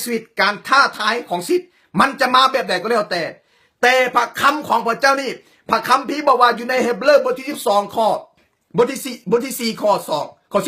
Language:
Lao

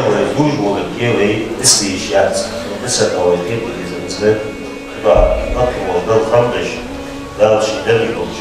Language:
Ingush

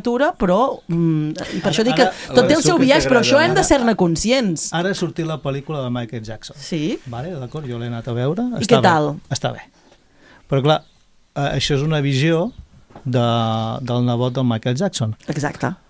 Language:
Catalan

